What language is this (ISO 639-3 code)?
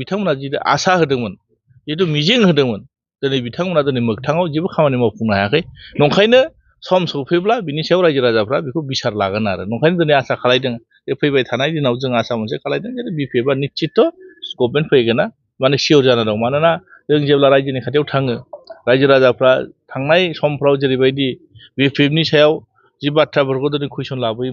brx